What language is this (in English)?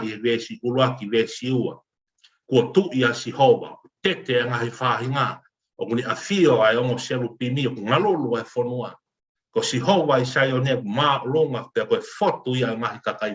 Tongan